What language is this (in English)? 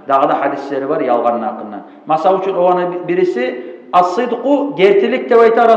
Kumyk